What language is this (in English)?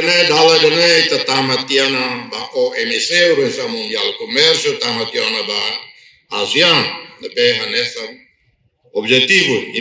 Tetum